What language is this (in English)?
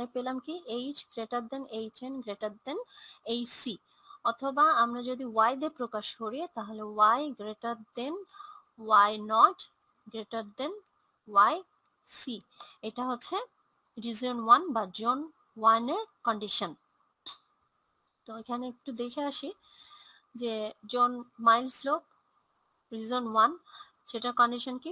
Bangla